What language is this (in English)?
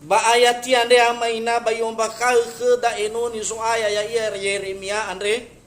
Nias